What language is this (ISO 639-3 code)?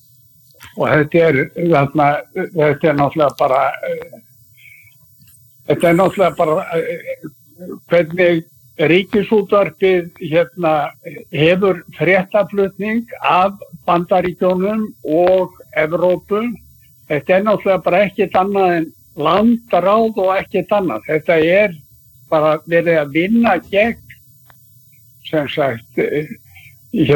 isl